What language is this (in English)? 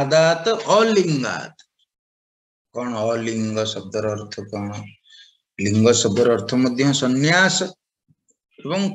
Odia